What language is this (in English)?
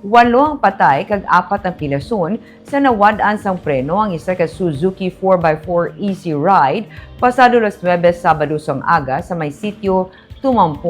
Hiligaynon